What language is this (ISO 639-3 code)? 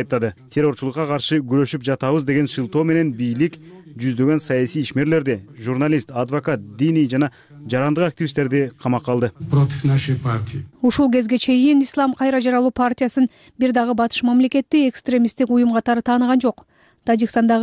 kir